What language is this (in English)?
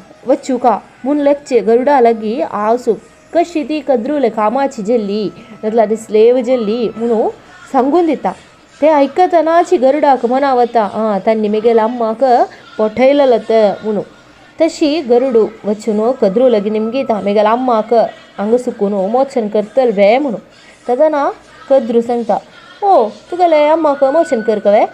Konkani